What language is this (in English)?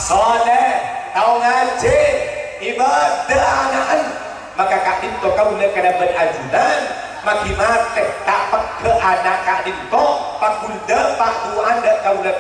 Madurese